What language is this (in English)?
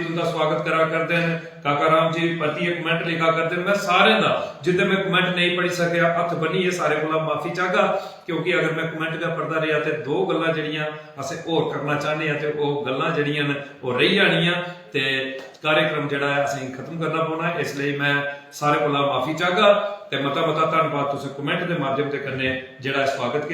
Dogri